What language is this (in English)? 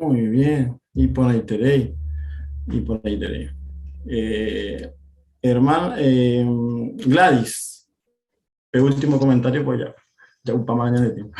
Guarani